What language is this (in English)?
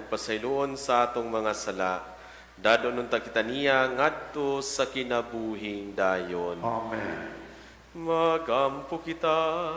Cebuano